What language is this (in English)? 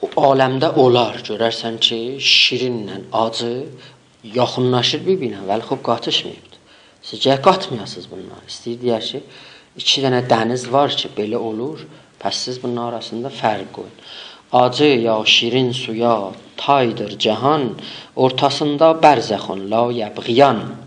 South Azerbaijani